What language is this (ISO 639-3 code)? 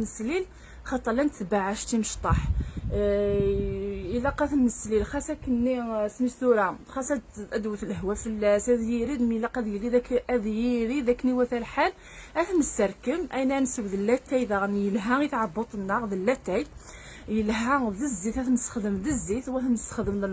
kab